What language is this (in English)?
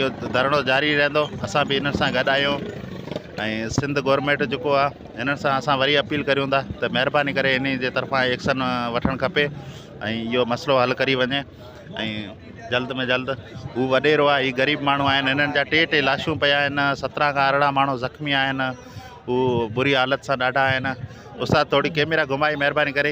Sindhi